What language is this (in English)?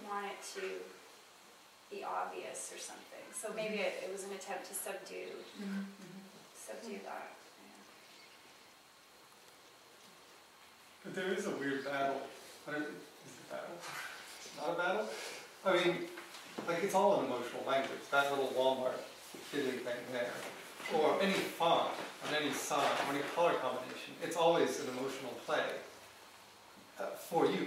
English